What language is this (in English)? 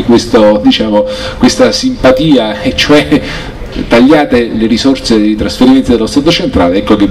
Italian